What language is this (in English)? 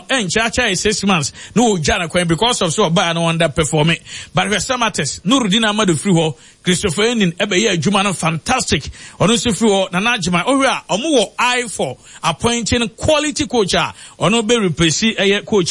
Akan